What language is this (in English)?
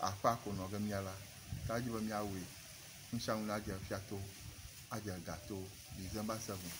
Ewe